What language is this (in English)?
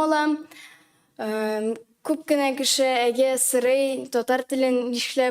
Tatar